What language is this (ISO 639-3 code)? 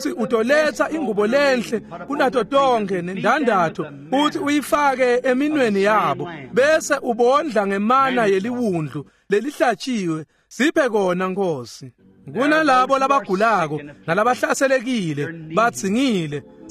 ssw